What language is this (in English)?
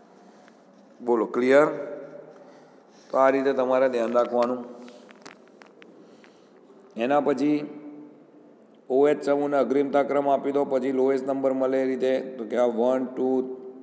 Gujarati